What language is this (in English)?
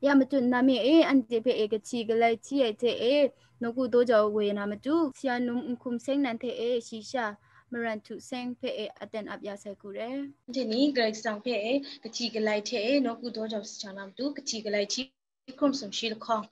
Kachin